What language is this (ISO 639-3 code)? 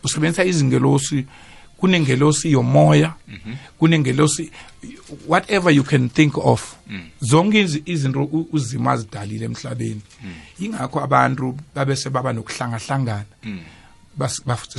nbl